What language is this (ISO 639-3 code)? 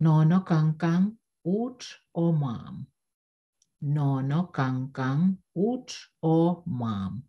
pon